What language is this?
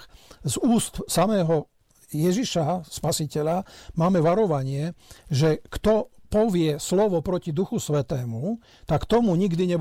Slovak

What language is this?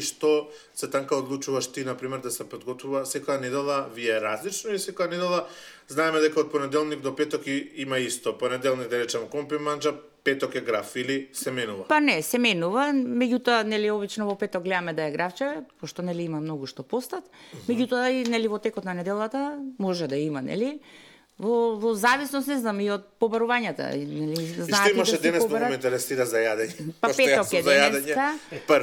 Macedonian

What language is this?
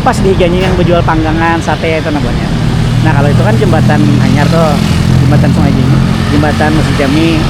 Banjar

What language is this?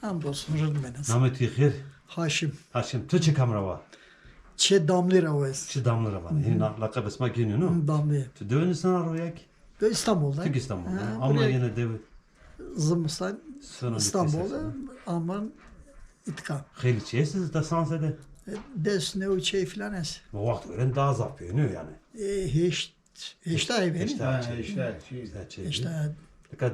Zaza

